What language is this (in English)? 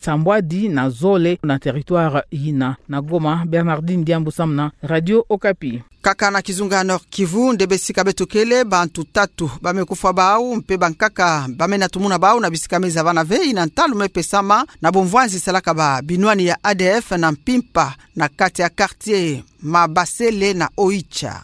Kituba (Democratic Republic of Congo)